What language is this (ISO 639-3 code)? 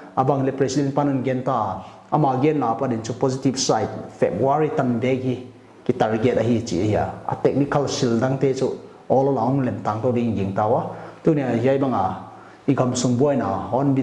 pck